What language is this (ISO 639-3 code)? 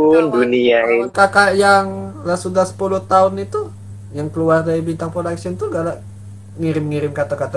mui